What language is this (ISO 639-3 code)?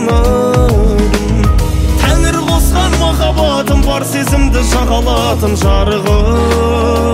kaz